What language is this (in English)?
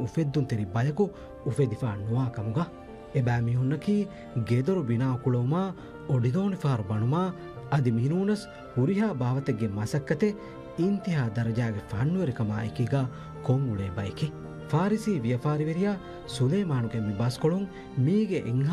Divehi